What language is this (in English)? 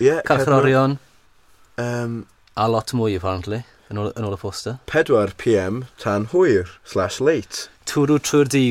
Welsh